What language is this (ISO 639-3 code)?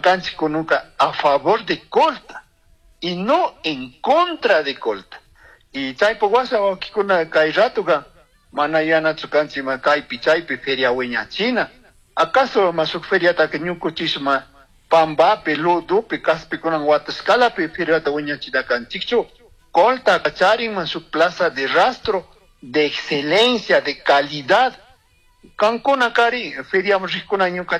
qug